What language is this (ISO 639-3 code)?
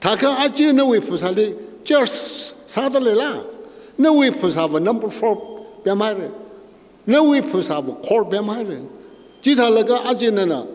nmf